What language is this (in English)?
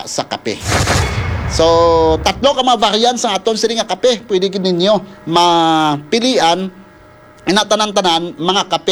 Hiligaynon